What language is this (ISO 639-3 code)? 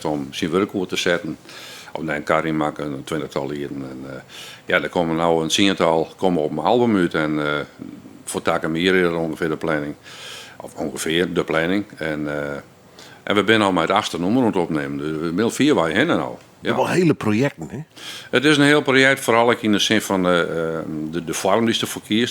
fry